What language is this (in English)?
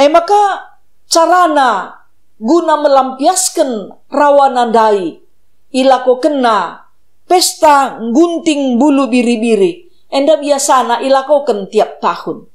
Batak Karo